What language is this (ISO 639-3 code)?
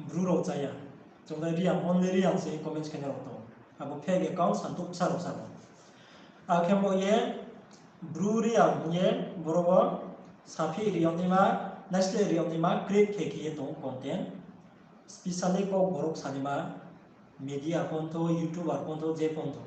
ria